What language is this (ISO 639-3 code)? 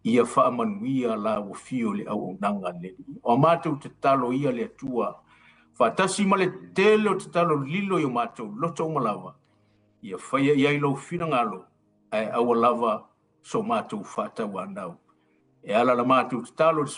smo